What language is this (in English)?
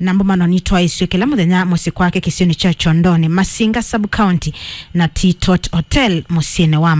Kamba